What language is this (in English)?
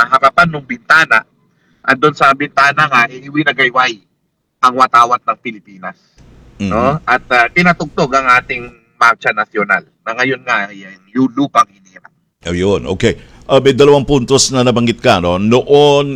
Filipino